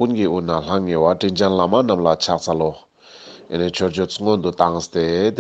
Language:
Ladakhi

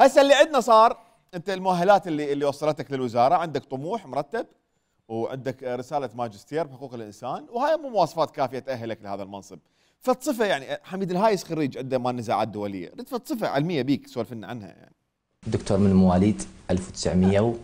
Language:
Mesopotamian Arabic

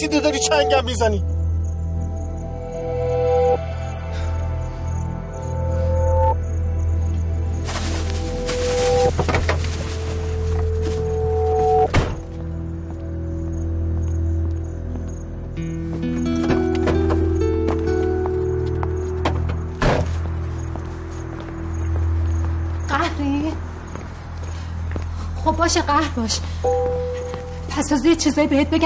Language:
Persian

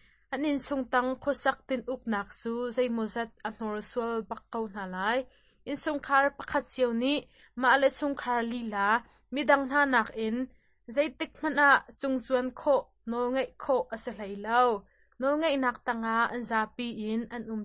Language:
Hakha Chin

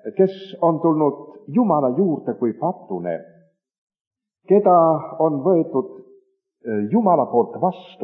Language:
Estonian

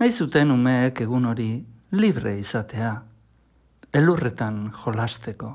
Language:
Basque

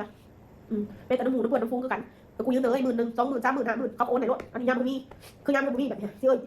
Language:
Northeastern Thai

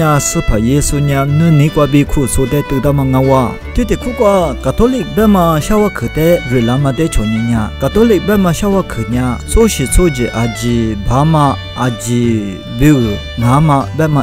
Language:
Lisu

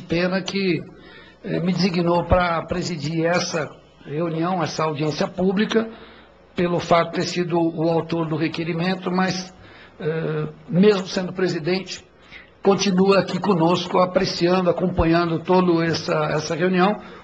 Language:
Portuguese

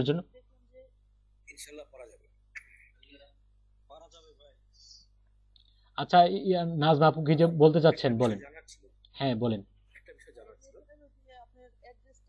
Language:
Bangla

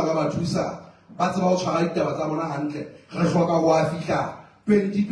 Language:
Southern Sotho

